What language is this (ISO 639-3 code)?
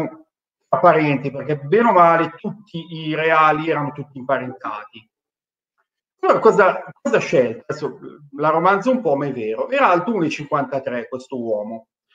ita